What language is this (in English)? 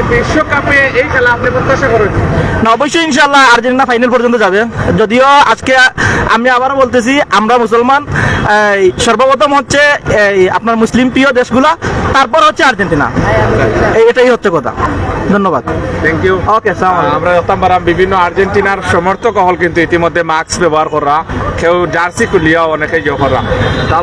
Sylheti